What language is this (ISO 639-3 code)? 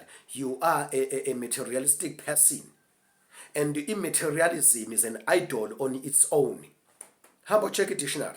zul